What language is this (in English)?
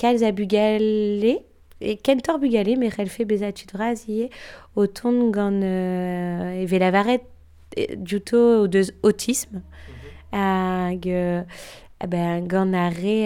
Breton